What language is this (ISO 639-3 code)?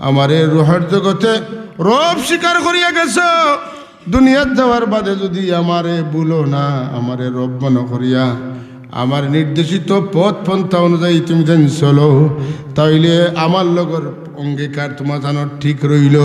syl